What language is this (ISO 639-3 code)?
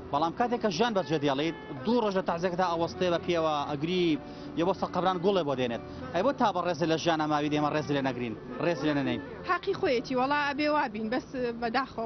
ckb